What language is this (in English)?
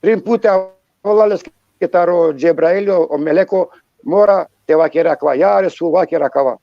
Balkan Romani